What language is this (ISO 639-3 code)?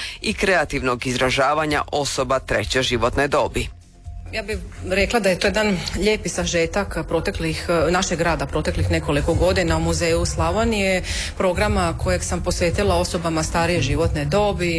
hrv